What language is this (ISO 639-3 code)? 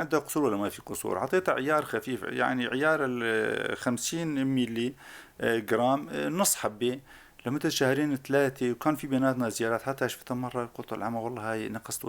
apc